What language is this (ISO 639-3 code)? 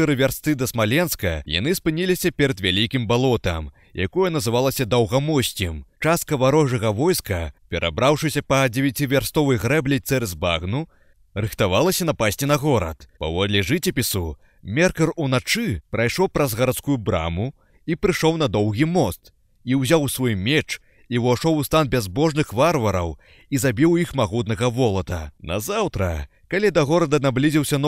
bel